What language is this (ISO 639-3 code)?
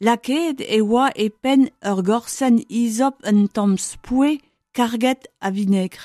bre